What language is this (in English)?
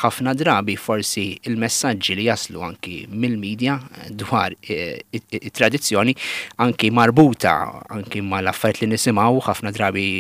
Maltese